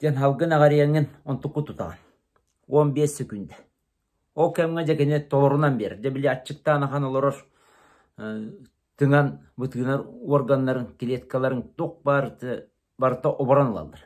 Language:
Yakut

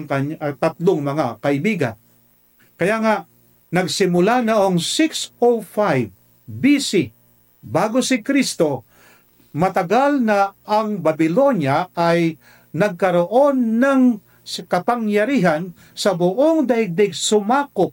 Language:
Filipino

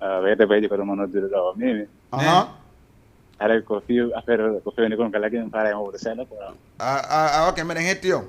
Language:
Fula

